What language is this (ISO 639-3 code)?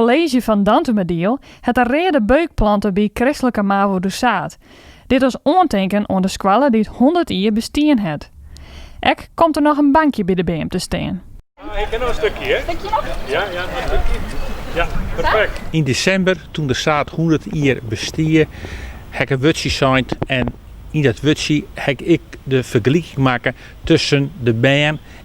fry